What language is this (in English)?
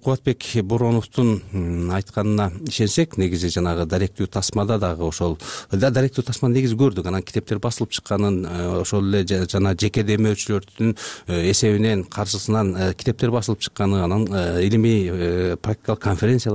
Kyrgyz